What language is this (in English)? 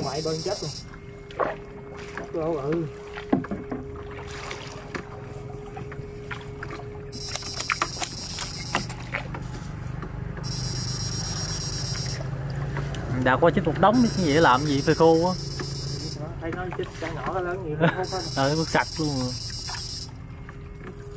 Vietnamese